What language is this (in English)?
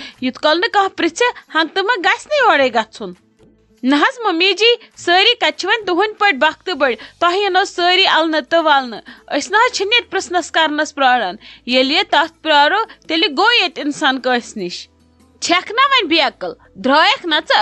Kashmiri